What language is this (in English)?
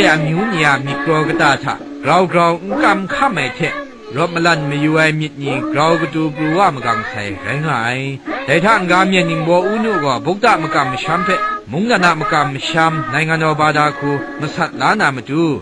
Kachin